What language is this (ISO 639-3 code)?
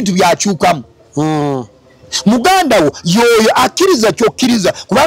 lug